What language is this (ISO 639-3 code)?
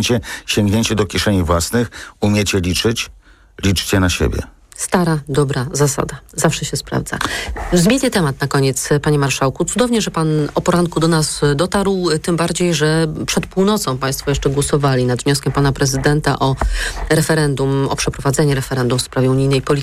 pol